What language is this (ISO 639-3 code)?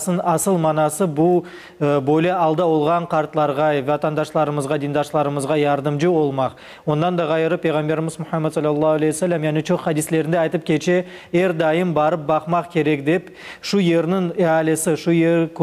crh